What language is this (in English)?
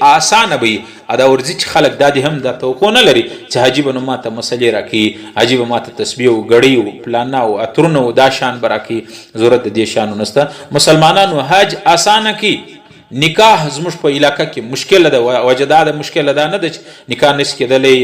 Pashto